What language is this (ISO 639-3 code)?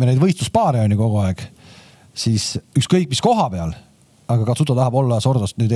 est